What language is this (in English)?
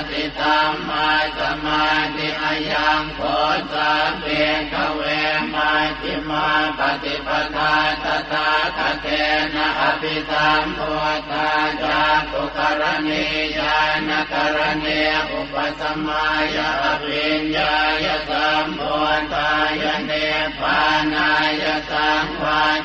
Pali